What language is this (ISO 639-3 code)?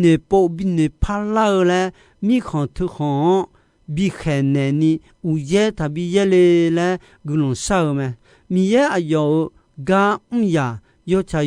ahk